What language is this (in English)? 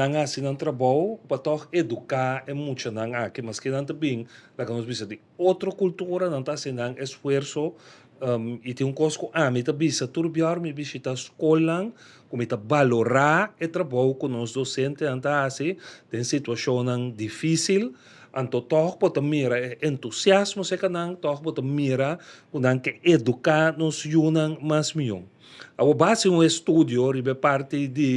Papiamento